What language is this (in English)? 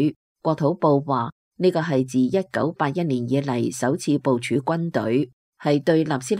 Cantonese